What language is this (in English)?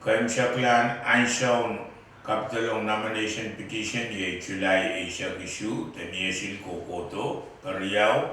Pohnpeian